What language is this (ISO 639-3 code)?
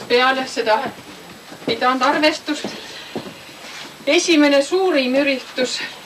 est